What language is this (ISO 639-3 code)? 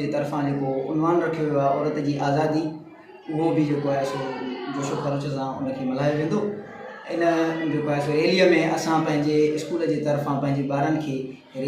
snd